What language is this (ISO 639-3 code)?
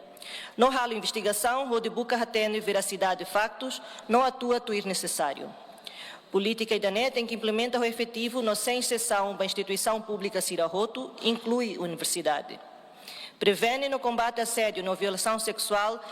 tet